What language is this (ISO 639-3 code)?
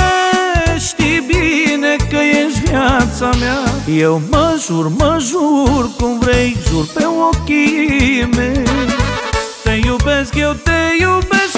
ron